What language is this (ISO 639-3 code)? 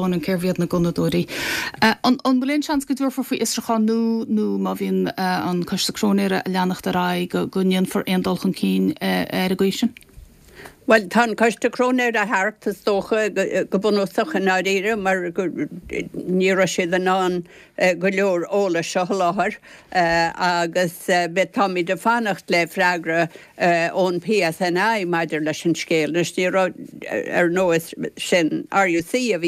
gle